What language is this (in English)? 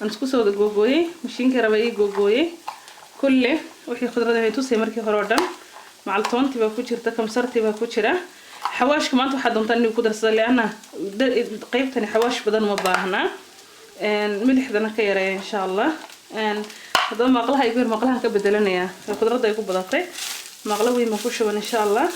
Somali